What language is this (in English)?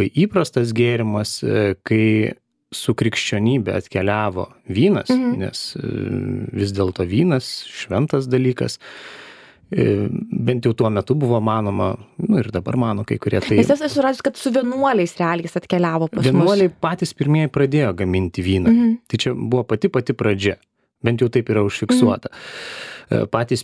Lithuanian